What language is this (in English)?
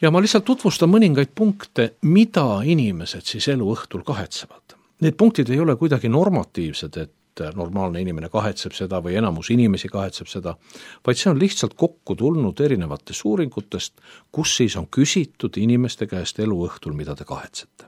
Estonian